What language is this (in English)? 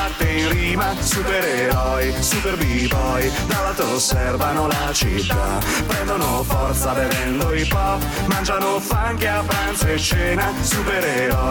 Italian